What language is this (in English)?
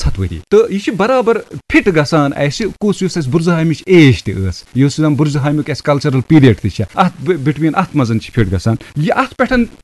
Kashmiri